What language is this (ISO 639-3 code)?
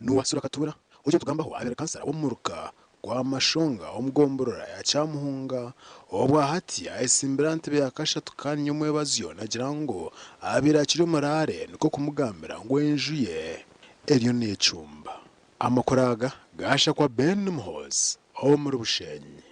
nyn